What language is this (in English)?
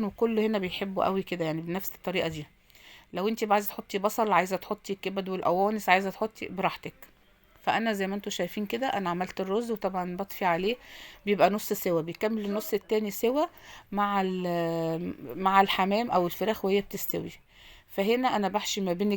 Egyptian Arabic